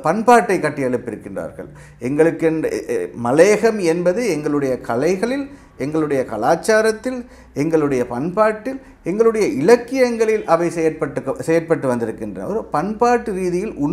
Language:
Tamil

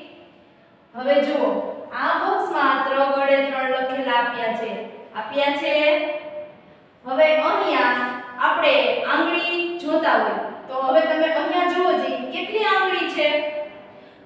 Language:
Gujarati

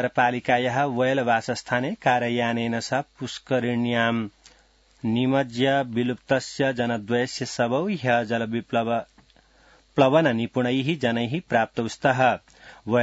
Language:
Sanskrit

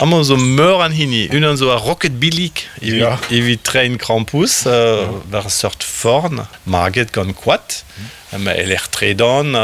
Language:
Breton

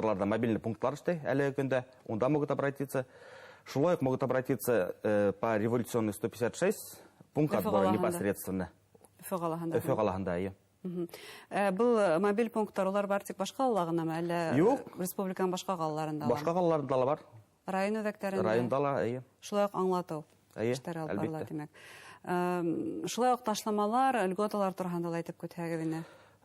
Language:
Bashkir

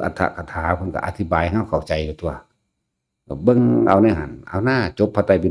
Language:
Northeastern Thai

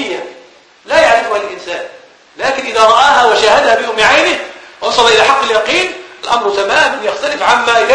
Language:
Arabic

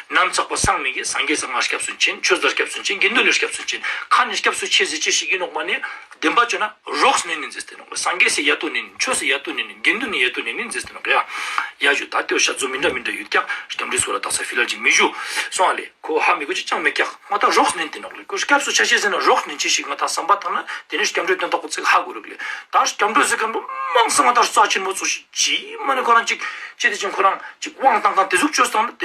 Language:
Ladakhi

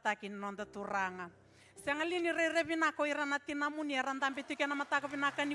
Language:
Fijian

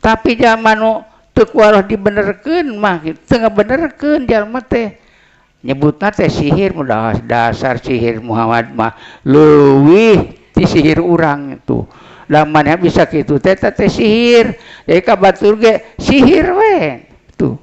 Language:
Sundanese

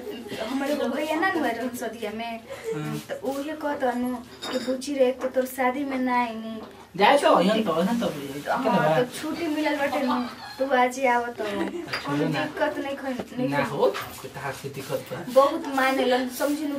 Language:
Bhojpuri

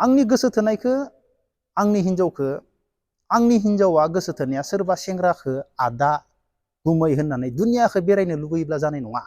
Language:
Bodo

